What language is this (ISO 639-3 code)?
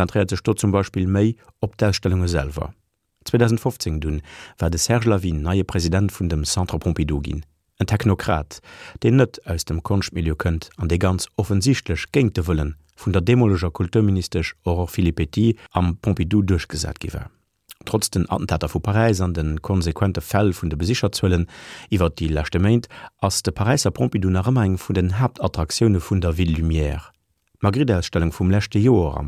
ltz